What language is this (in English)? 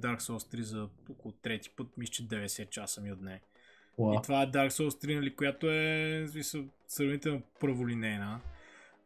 Bulgarian